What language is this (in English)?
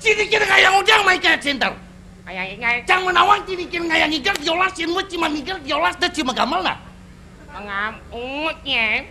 Balinese